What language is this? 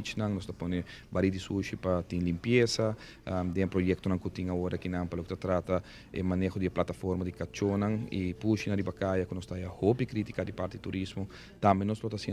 Papiamento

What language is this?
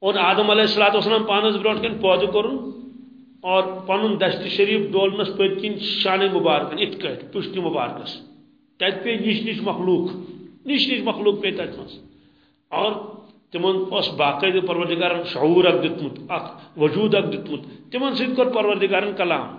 Kashmiri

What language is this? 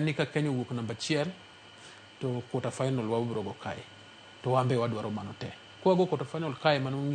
Luo (Kenya and Tanzania)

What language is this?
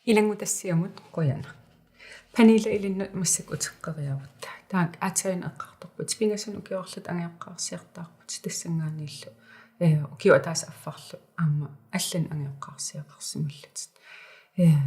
Kalaallisut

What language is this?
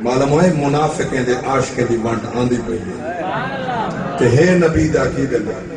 Saraiki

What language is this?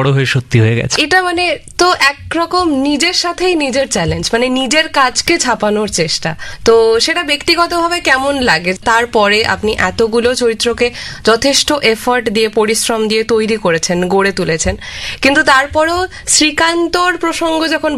Bangla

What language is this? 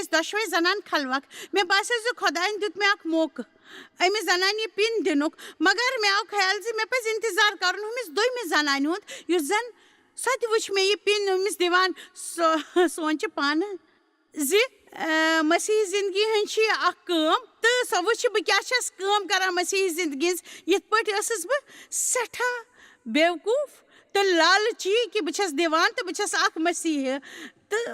Kashmiri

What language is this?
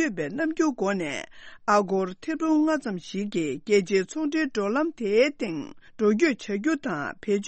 Tibetan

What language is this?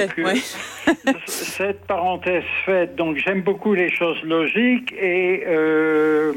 French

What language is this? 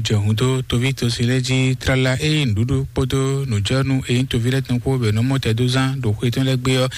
Fon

